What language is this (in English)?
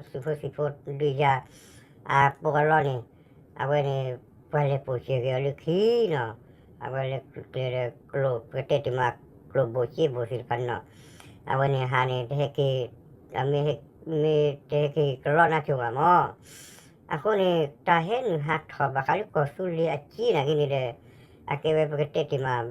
S'gaw Karen